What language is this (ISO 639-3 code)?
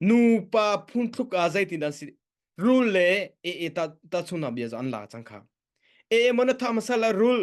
cnh